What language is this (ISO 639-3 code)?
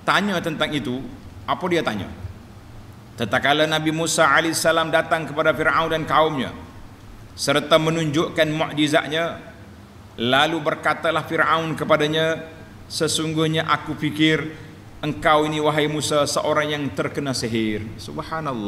msa